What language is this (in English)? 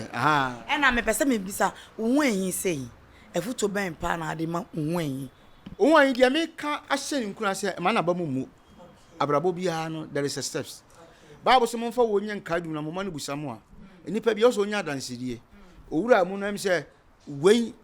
Akan